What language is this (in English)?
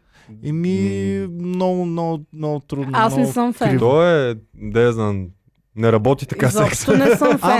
Bulgarian